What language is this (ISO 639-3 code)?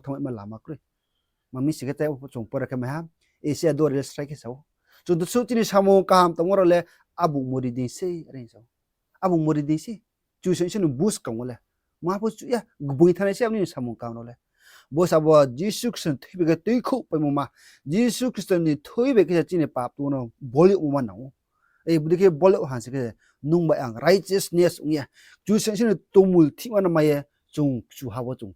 ria